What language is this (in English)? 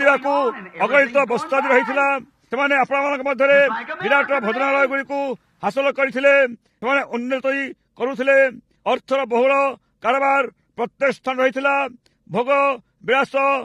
Odia